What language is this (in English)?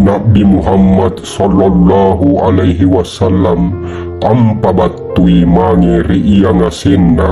Makasar